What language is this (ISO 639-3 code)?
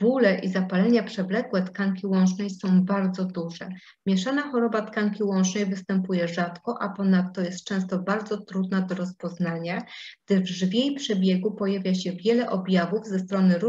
pol